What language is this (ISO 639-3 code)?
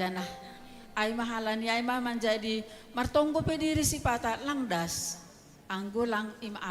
bts